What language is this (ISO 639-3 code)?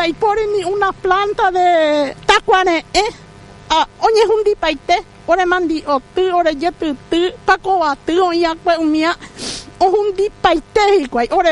grn